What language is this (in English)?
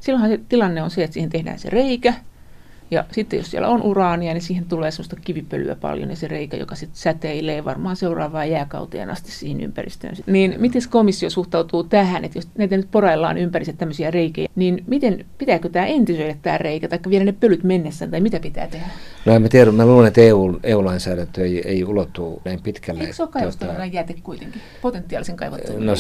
Finnish